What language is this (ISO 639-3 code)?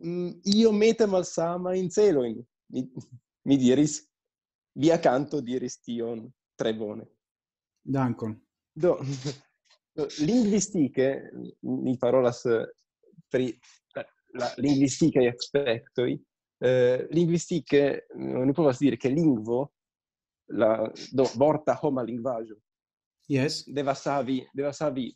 epo